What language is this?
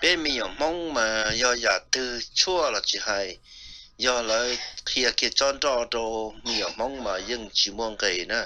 Hmong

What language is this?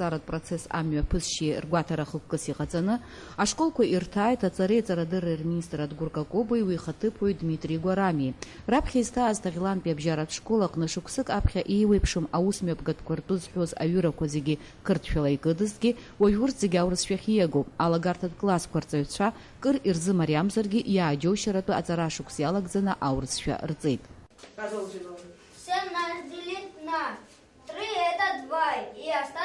Abkhazian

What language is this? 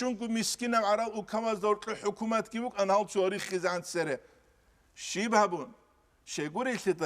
Avaric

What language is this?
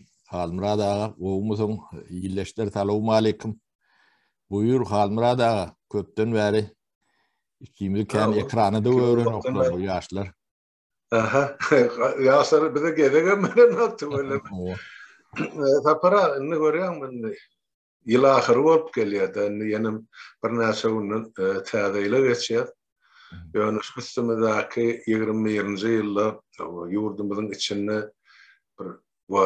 Turkmen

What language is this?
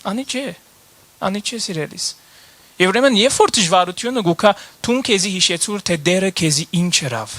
Western Armenian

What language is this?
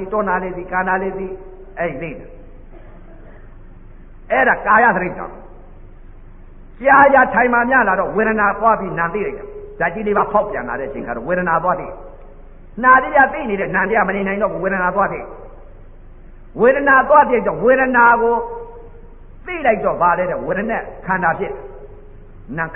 Burmese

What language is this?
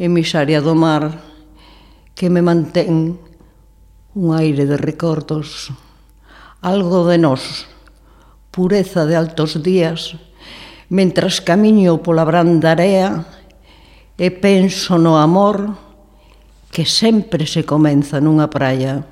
Galician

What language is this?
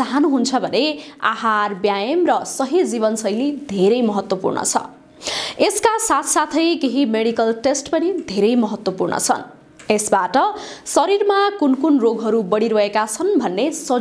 Nepali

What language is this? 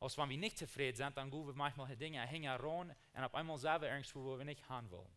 Plautdietsch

